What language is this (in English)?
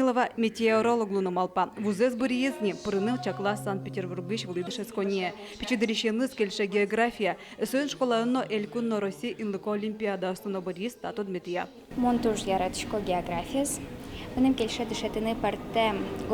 Udmurt